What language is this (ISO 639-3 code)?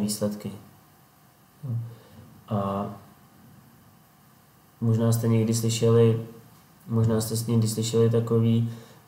ces